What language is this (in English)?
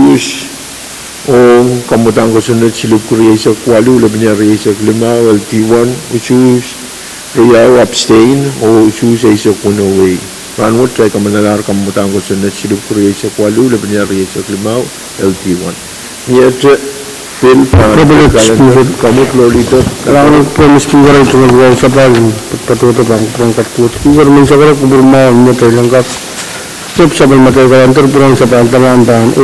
Pohnpeian